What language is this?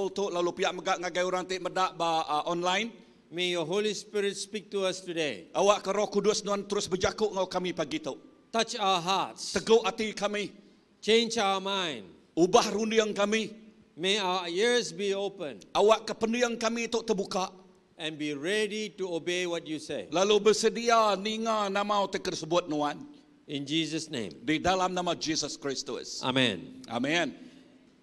Iban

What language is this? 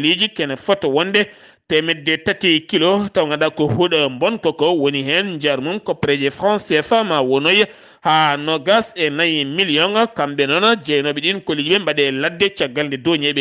Fula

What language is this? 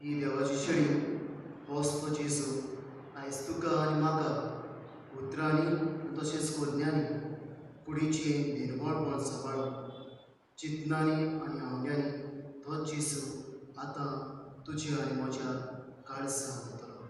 Konkani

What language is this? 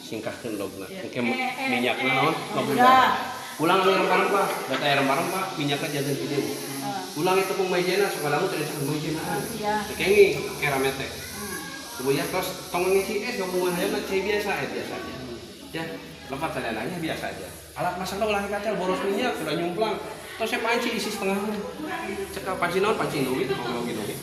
Sundanese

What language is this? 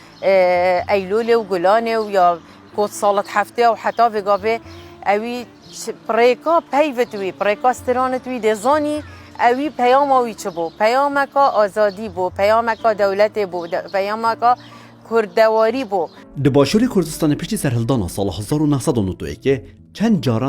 Kurdish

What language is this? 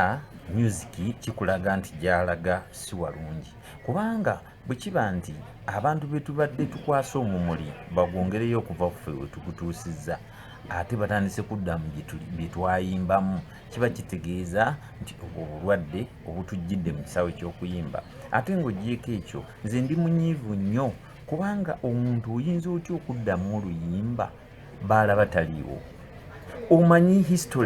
Ganda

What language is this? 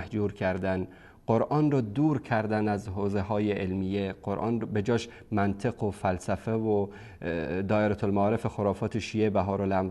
Persian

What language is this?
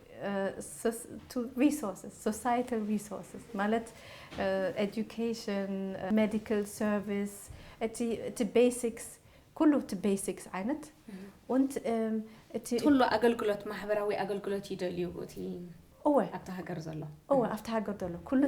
Tigrinya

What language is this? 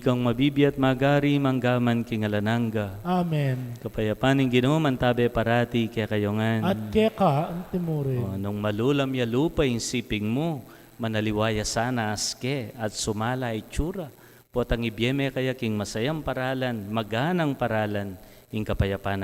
Pampanga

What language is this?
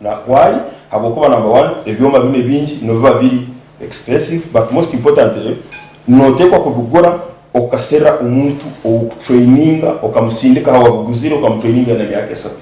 Nyankole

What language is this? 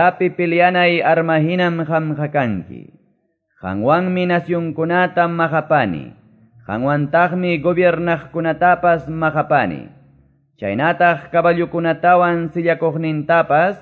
Quechua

